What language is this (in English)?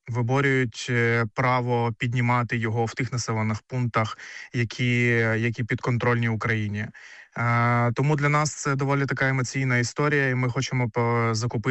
Ukrainian